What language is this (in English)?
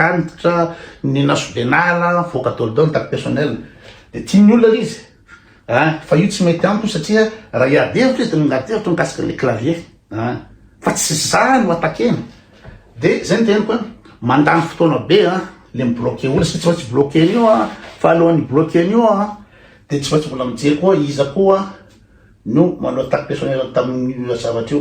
Malagasy